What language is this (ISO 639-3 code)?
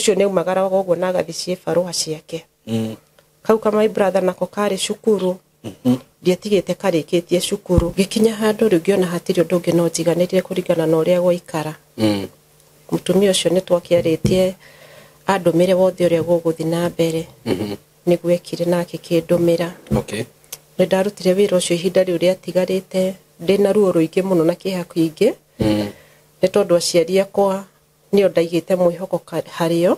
kik